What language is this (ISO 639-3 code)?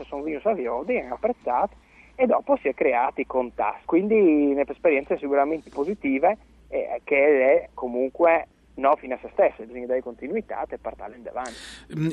fur